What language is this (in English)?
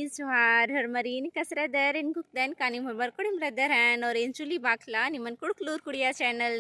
Kurukh